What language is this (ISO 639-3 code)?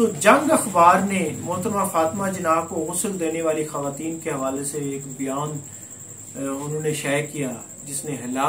urd